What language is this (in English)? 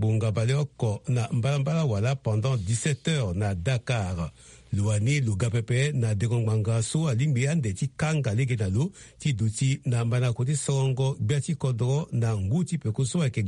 Sango